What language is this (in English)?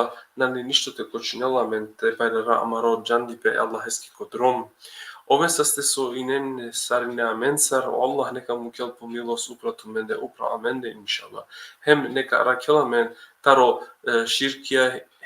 Balkan Romani